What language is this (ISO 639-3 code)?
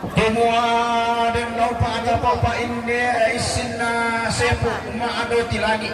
sda